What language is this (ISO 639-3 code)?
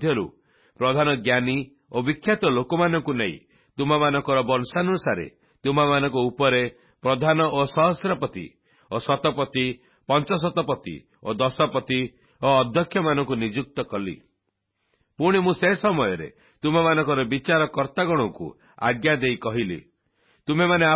ori